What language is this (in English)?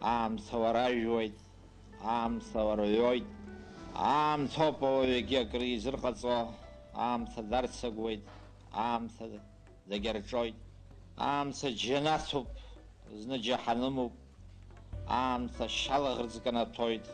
Abkhazian